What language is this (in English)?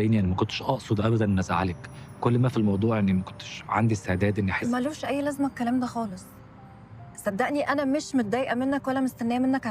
Egyptian Arabic